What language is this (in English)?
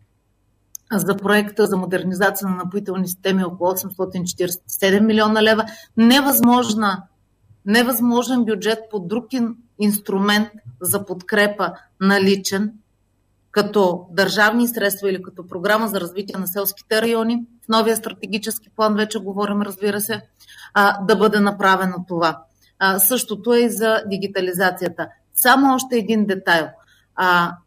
Bulgarian